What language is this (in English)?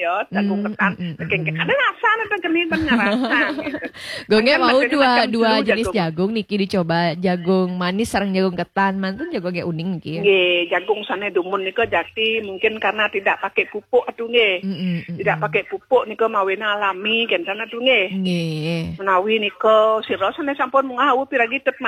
Balinese